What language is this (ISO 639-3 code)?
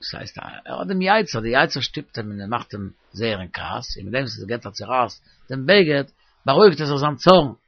yid